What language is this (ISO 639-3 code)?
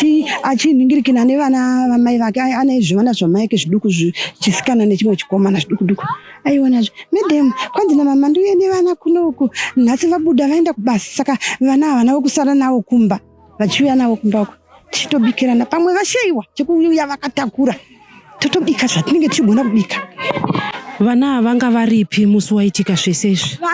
sna